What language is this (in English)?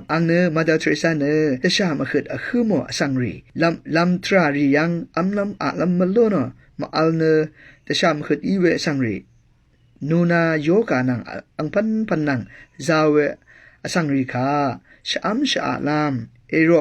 Rawang